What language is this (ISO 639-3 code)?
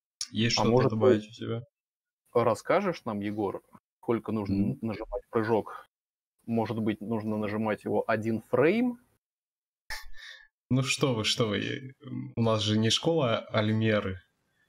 rus